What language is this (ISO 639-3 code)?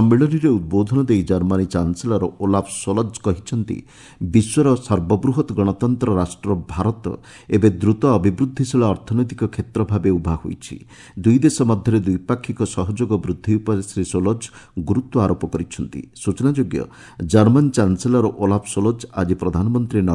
ori